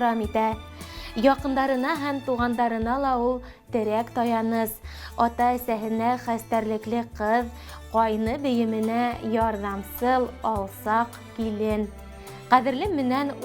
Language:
Bashkir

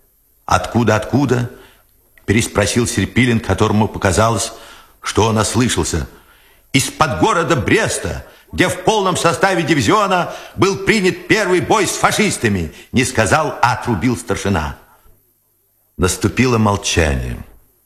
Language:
Russian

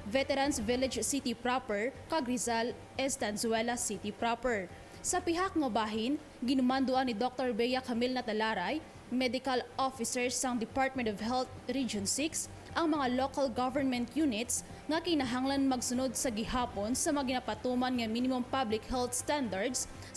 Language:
Hiligaynon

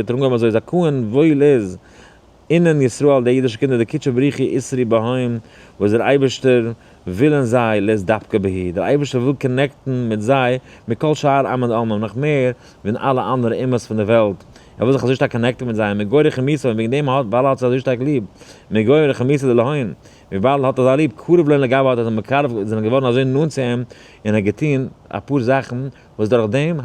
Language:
Yiddish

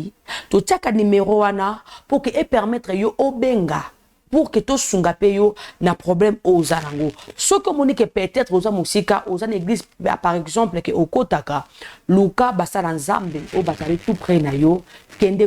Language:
Lingala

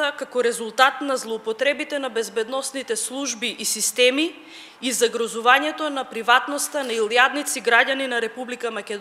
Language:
Macedonian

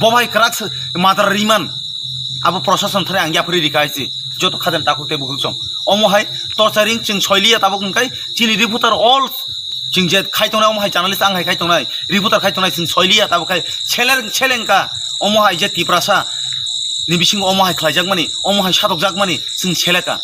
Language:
Kok Borok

